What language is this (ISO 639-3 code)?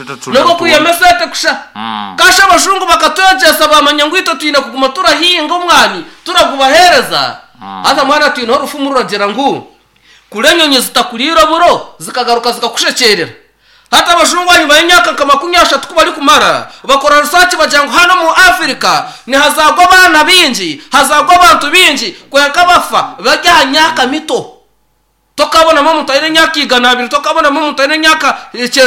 nyn